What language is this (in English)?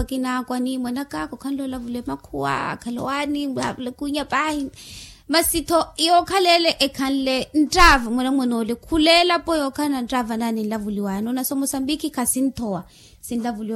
Makhuwa